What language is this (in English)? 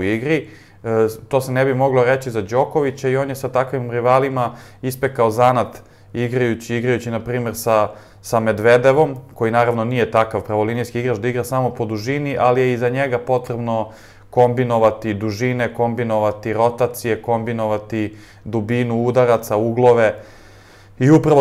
Serbian